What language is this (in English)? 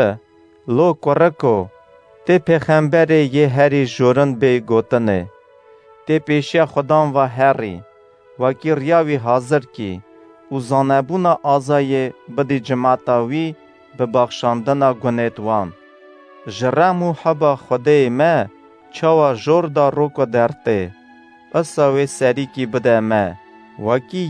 Kurdish